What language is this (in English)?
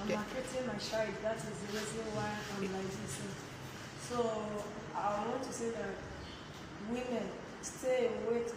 Nigerian Pidgin